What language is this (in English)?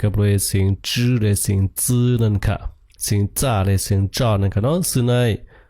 Shan